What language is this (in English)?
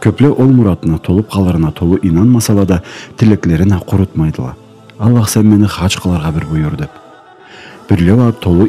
Karachay-Balkar